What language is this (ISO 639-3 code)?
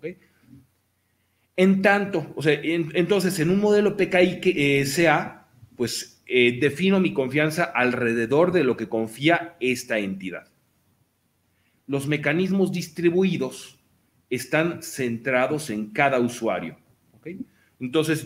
spa